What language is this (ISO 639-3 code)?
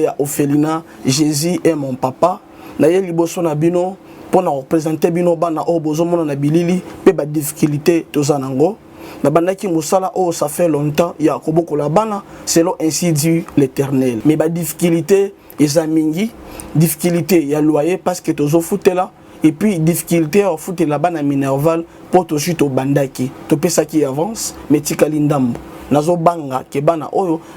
lin